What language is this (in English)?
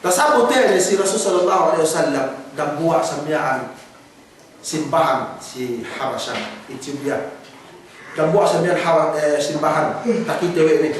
Yakan